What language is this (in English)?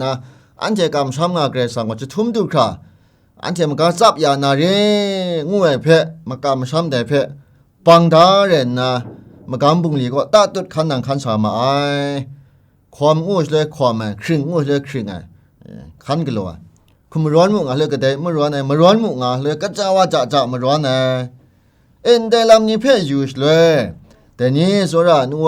Kachin